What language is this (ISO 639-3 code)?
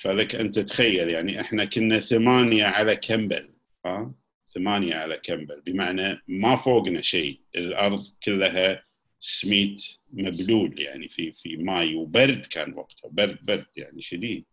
afb